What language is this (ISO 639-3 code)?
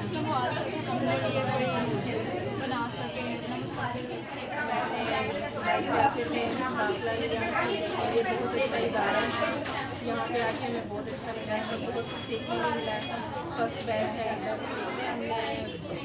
urd